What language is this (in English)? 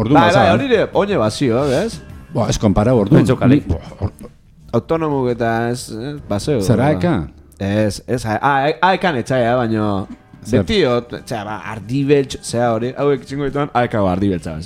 Basque